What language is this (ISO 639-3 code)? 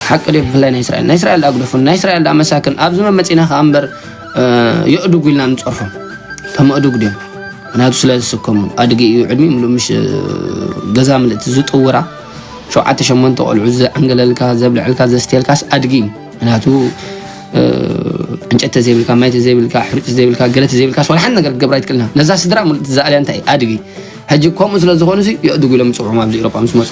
tir